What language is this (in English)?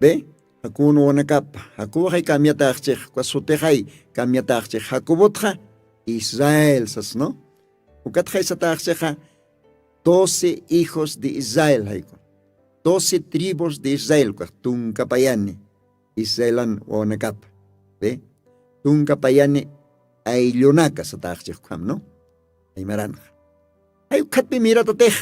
Aymara